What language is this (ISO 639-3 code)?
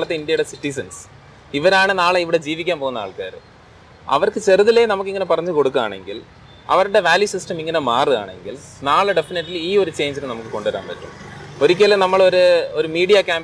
mal